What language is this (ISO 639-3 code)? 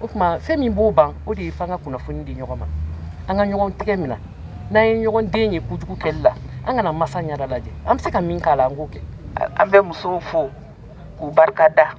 bam